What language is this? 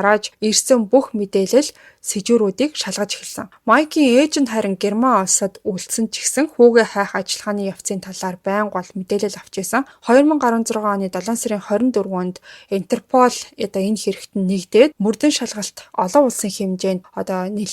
Mongolian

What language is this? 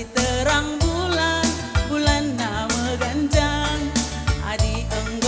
Batak Karo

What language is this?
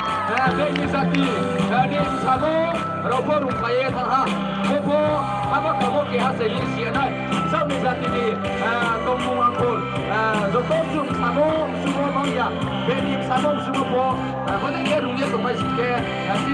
Riang (India)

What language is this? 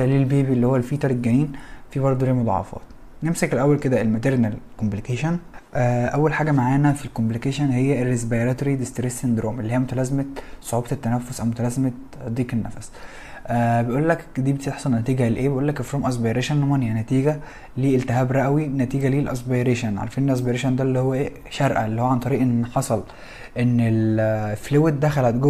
Egyptian Arabic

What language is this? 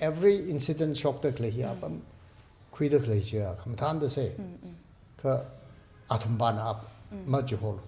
Tangkhul Naga (India)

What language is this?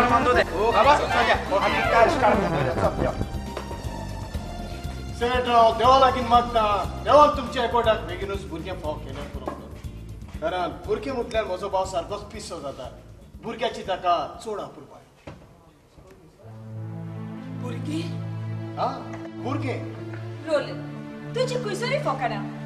Konkani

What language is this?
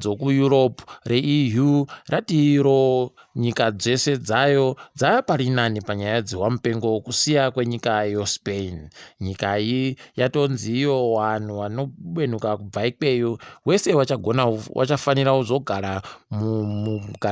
Ndau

